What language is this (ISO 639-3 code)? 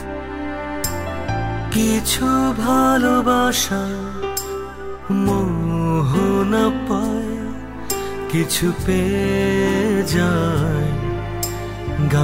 ben